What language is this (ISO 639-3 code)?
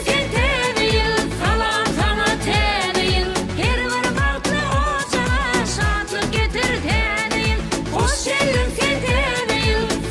tuk